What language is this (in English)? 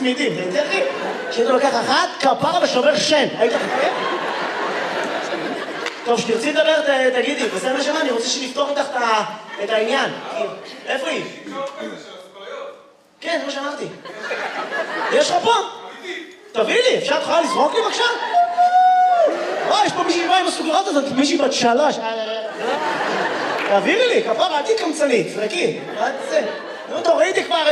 Hebrew